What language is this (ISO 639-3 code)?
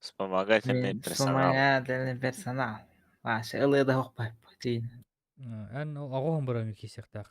sah